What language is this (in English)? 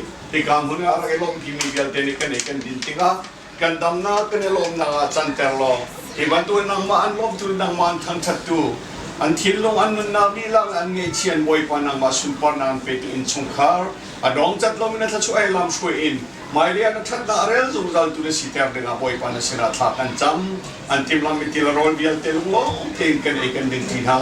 Hakha Chin